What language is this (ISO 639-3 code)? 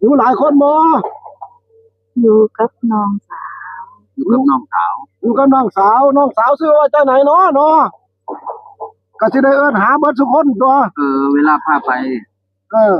tts